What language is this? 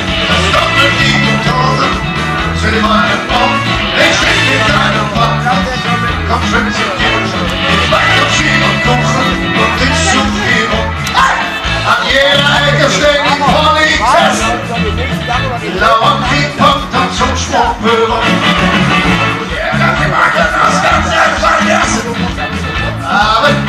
German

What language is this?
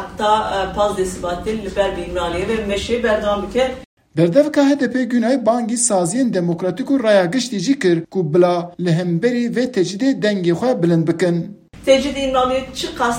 Kurdish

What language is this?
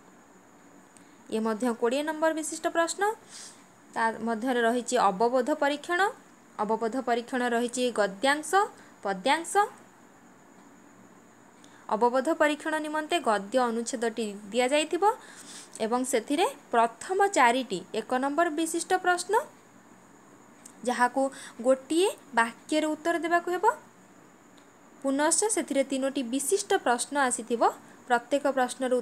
Odia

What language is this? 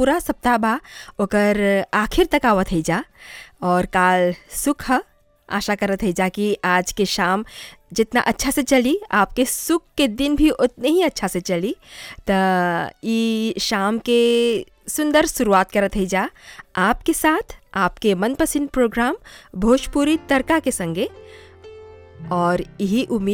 Bhojpuri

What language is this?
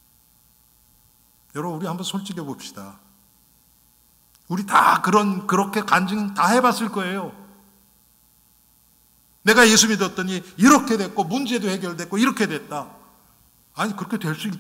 Korean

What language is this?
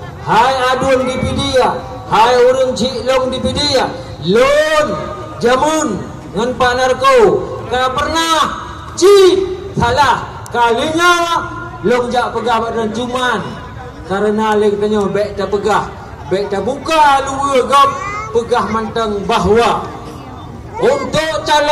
Achinese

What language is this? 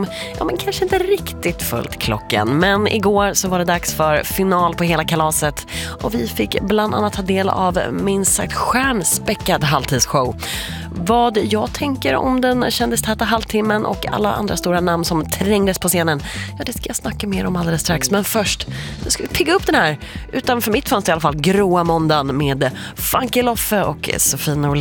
Swedish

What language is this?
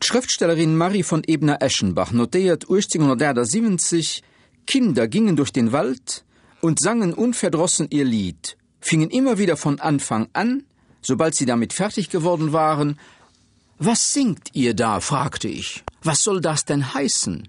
Luxembourgish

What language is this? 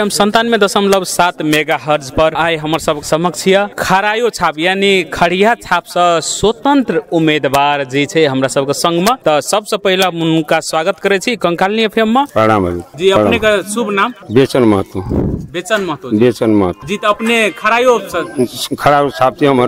Maithili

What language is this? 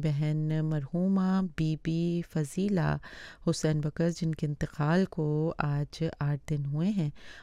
Urdu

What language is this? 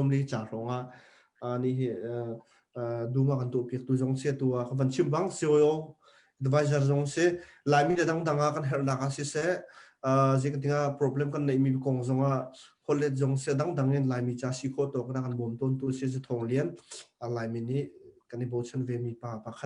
Hakha Chin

